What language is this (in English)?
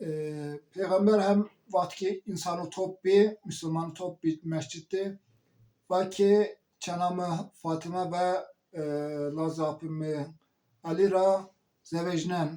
Zaza